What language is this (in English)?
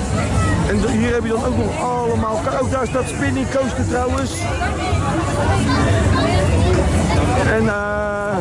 Dutch